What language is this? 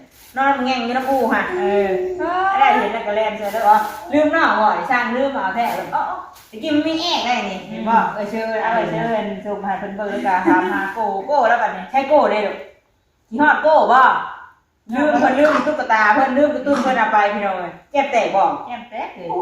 Northeastern Thai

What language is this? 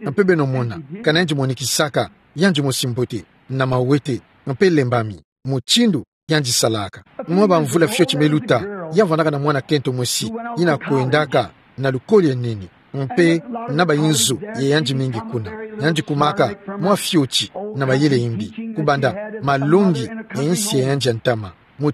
Kituba (Democratic Republic of Congo)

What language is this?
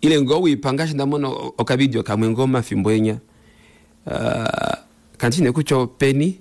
Kuanyama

